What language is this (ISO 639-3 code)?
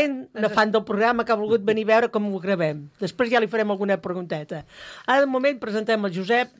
cat